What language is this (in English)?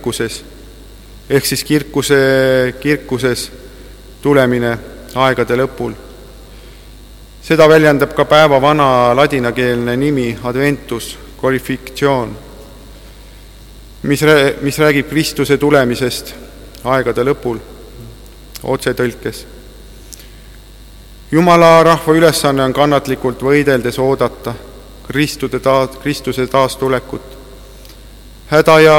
Estonian